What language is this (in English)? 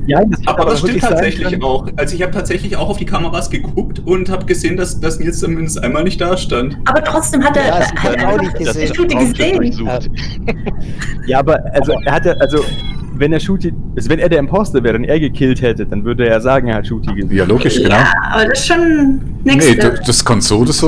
Swiss German